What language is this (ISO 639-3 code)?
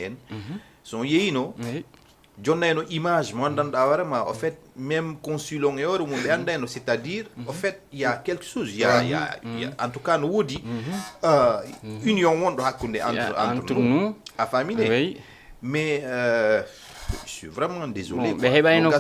ful